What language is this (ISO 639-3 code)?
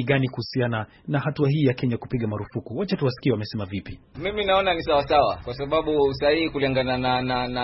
swa